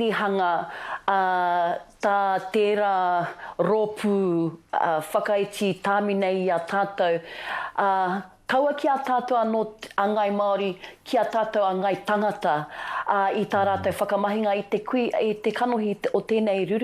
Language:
Māori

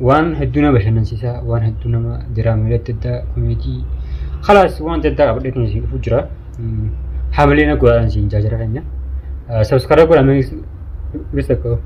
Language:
Oromo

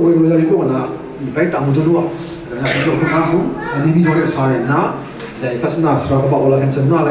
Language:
Kachin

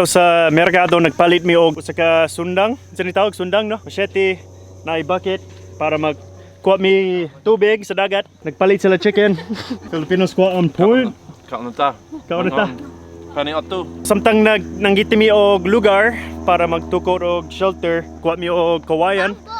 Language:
Cebuano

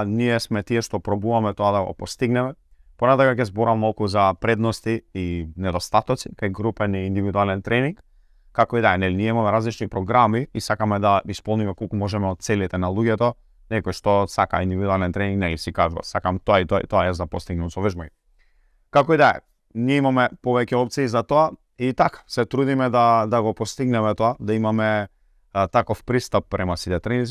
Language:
Macedonian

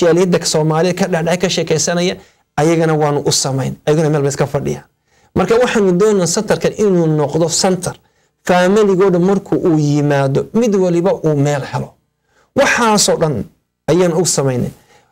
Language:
Somali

